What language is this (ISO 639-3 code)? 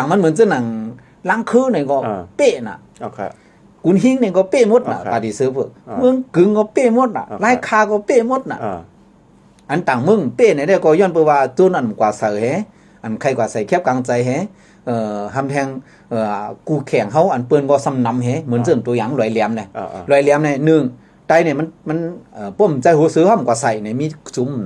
shn